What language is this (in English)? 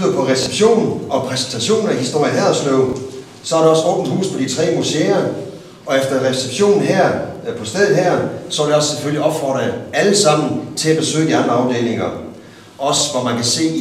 Danish